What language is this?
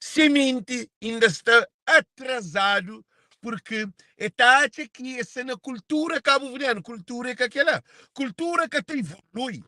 Kabuverdianu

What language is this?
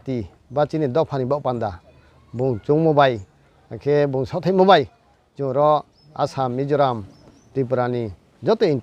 Riang (India)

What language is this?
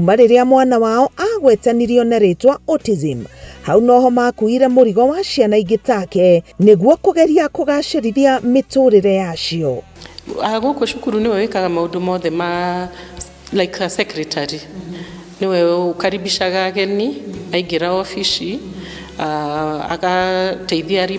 Kikuyu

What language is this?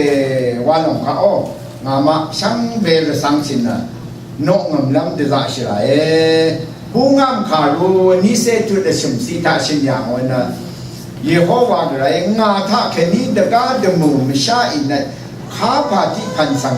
Rawang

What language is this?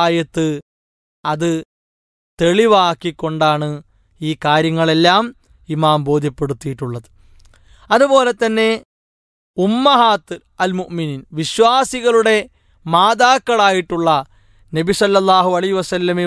Malayalam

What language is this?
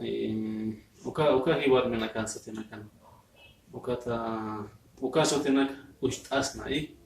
Aymara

